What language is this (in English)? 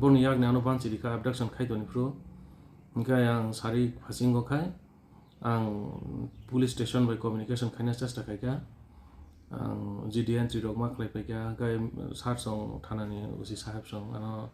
Kok Borok